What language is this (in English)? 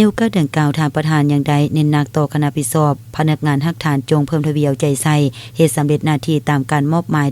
Lao